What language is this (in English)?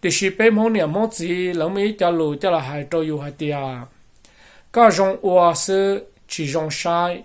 Hmong